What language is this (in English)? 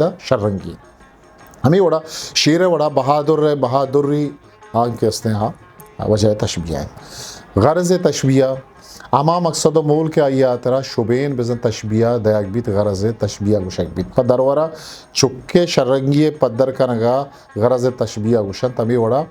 Eastern Balochi